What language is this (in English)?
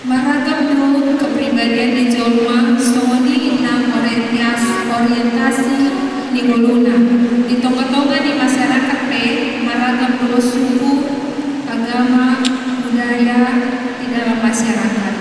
Batak Toba